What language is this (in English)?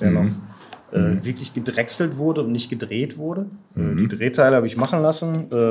German